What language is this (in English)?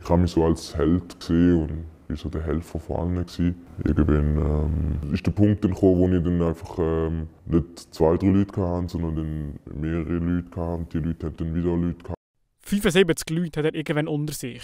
Swiss German